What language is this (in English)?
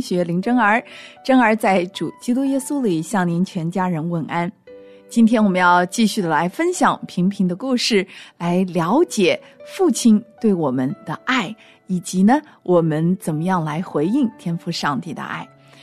Chinese